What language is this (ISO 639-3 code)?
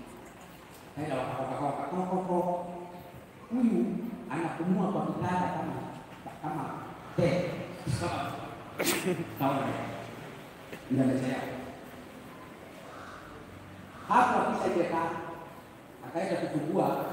swa